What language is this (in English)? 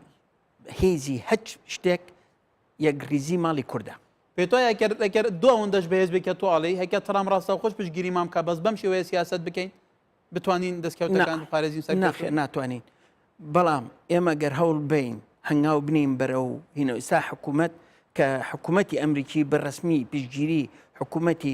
Central Kurdish